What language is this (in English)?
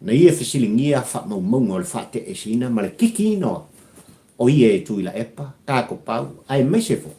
Samoan